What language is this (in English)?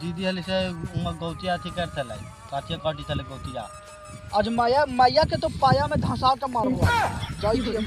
Magahi